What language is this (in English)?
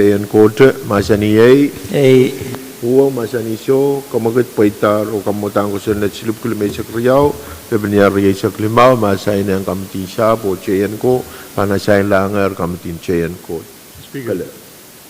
Pohnpeian